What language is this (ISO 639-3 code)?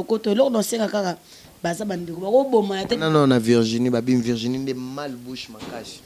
lin